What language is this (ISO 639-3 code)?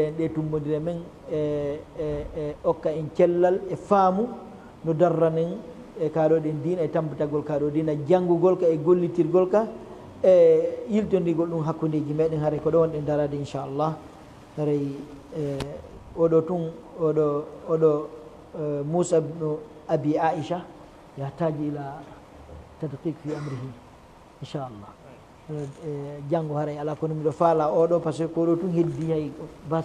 ful